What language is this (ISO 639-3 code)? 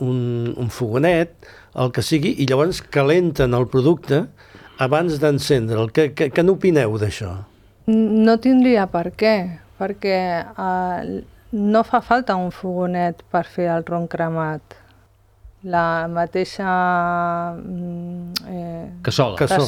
cat